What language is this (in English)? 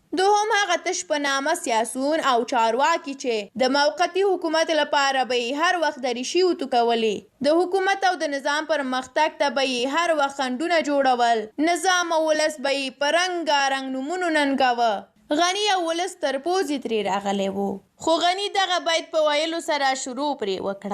Pashto